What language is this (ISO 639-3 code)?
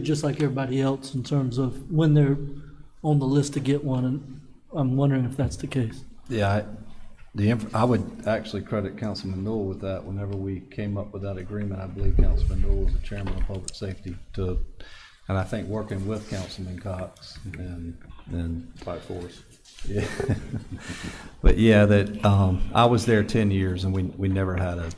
eng